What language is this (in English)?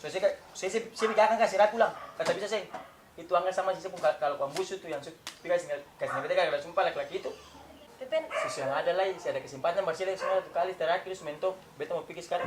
Ambonese Malay